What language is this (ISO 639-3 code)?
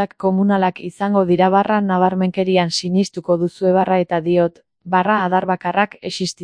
eus